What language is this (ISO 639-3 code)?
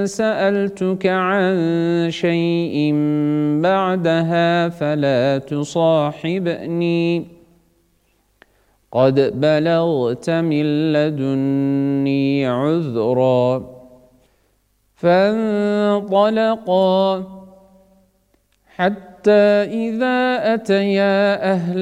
ara